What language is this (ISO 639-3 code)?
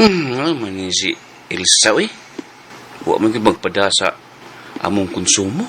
ceb